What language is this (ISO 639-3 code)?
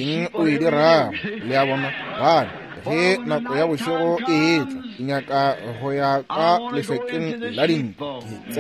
nso